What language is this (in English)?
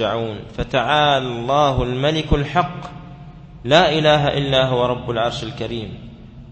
Arabic